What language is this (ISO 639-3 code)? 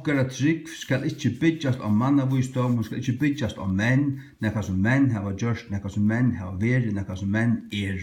fao